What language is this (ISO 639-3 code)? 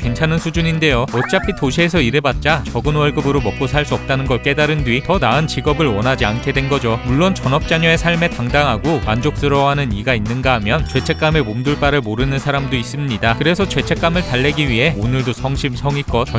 kor